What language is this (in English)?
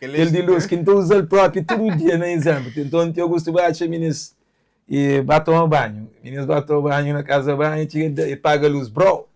Kabuverdianu